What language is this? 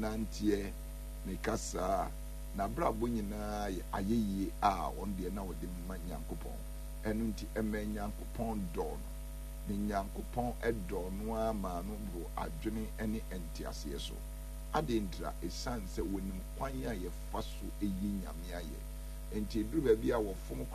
Akan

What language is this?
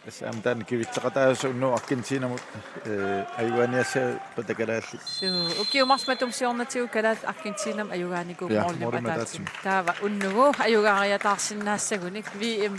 Kalaallisut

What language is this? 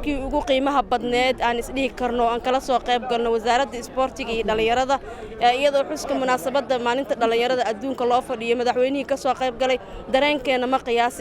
Somali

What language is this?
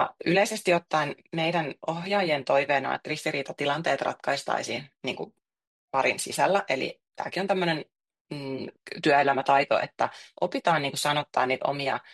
Finnish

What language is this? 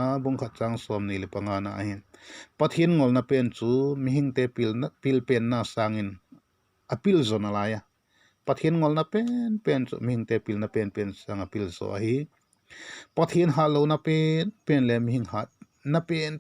Vaiphei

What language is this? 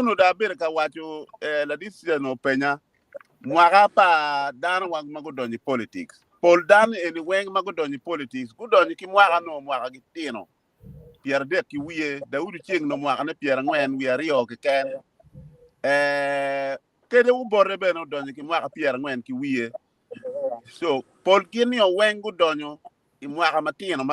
Acoli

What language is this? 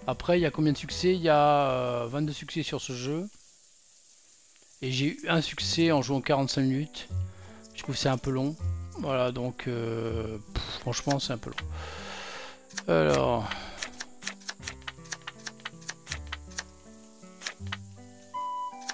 French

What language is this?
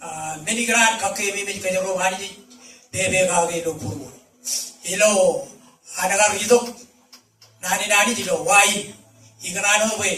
Marshallese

